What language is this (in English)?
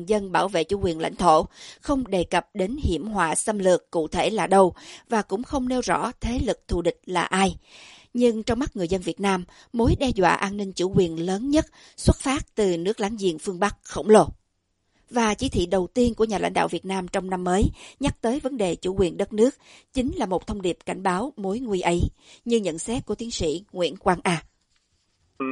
Vietnamese